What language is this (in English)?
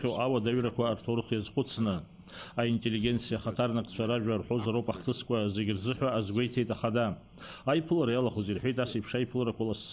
Abkhazian